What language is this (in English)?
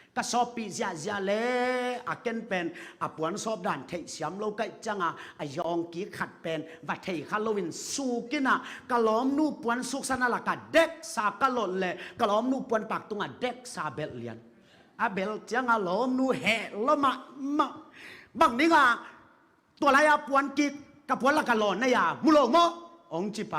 Tedim Chin